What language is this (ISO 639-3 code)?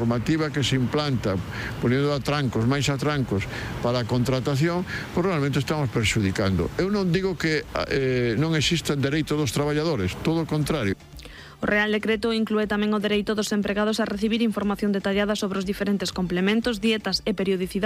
glg